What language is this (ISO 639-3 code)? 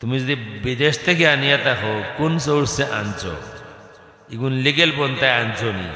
syl